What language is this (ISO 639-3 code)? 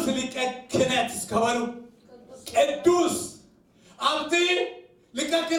tir